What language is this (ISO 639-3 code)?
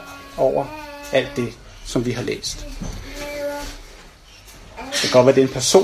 dan